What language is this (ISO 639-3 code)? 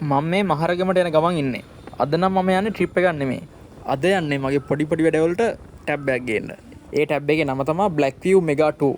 sin